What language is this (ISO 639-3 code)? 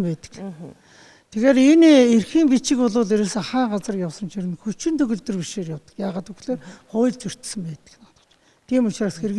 mon